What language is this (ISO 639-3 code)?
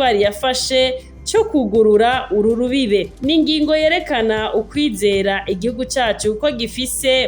run